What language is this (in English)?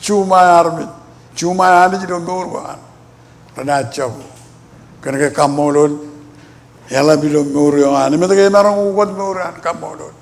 Marshallese